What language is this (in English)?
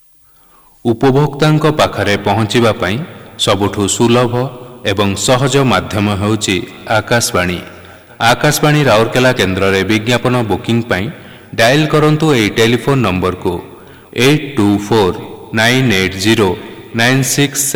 Odia